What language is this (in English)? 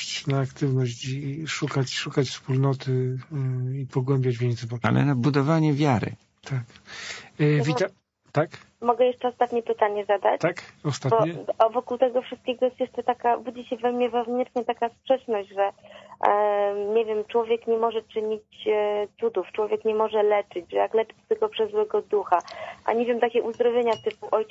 Polish